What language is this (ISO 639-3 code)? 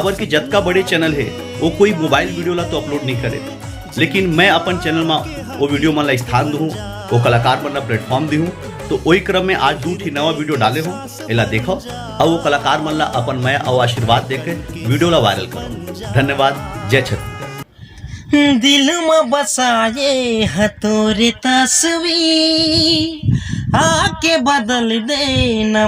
hne